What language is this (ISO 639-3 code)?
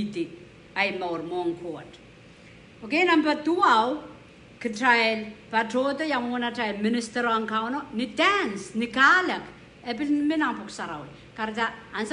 pon